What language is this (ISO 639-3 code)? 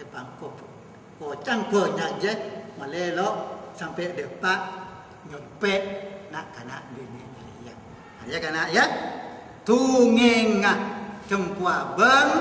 mad